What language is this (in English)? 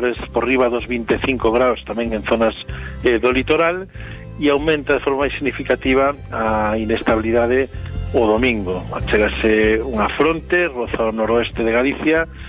Galician